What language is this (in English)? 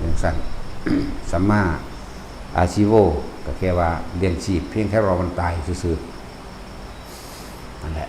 Northeastern Thai